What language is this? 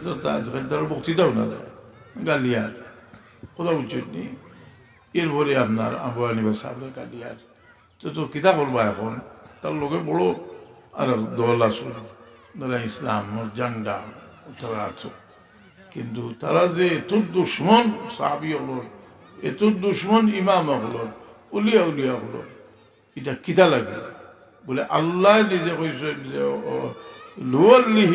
Sylheti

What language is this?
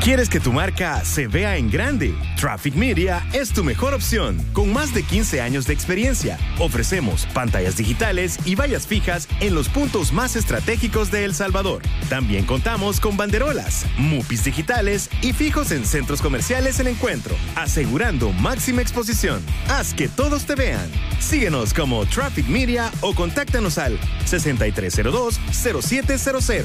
Spanish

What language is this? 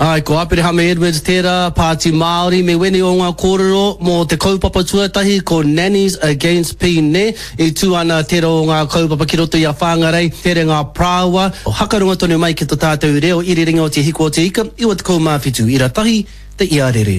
Māori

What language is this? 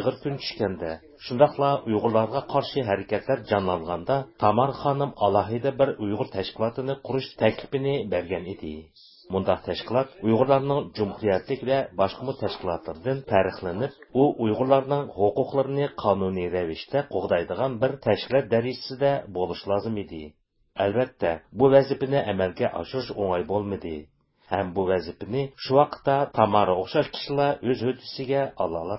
Uyghur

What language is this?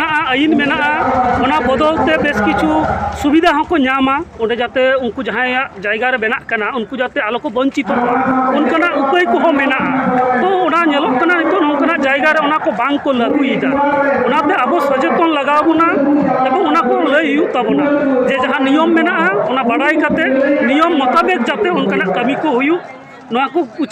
Santali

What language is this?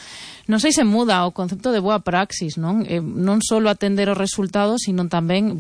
Galician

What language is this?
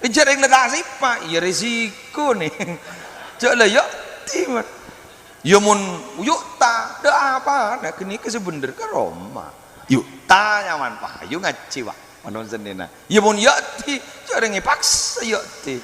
Madurese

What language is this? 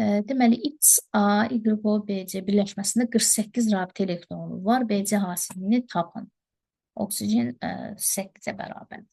Azerbaijani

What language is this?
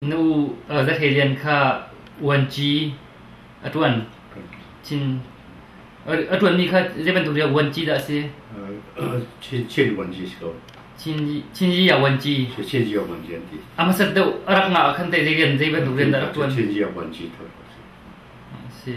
Hakha Chin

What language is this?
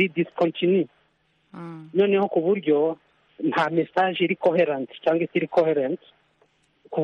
Kinyarwanda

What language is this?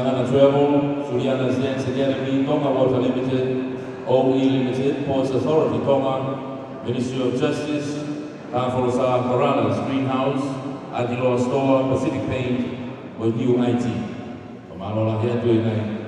Tongan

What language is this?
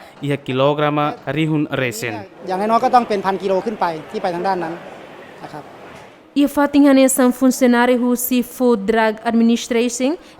Tetum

